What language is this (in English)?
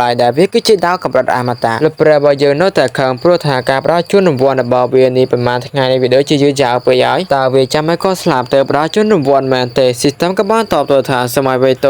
Khmer